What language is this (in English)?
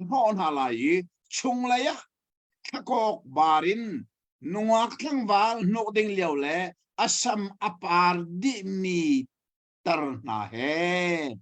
Hakha Chin